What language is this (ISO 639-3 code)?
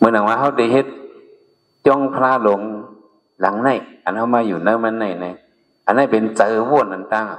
shn